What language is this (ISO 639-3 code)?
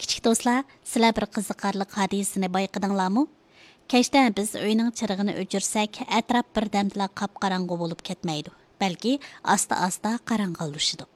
uig